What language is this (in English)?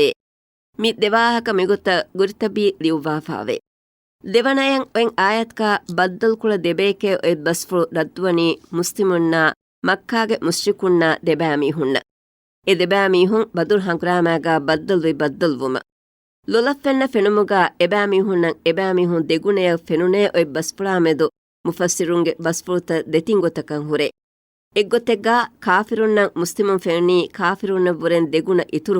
Divehi